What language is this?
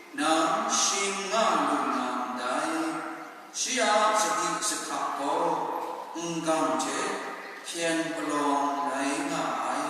Kachin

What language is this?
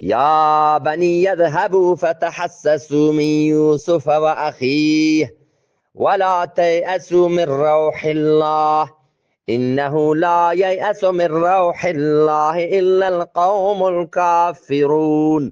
Eastern Balochi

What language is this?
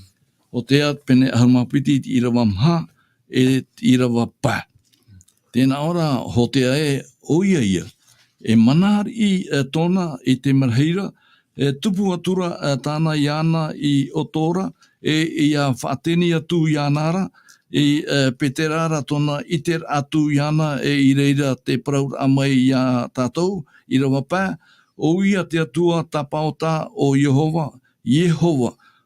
Tahitian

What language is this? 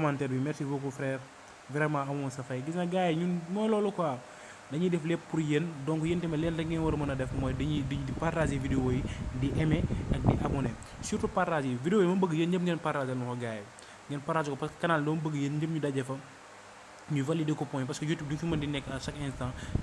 Wolof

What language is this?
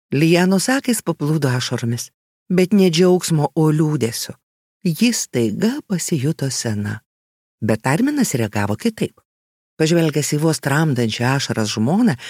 Lithuanian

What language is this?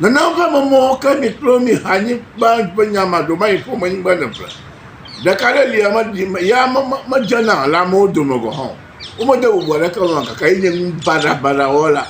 Ewe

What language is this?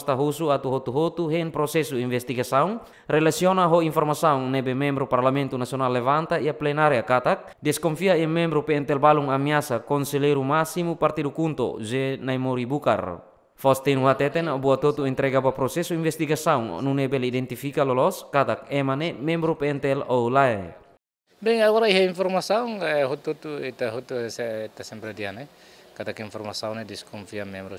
Tetum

